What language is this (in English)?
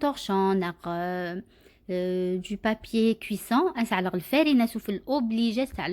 Algerian Arabic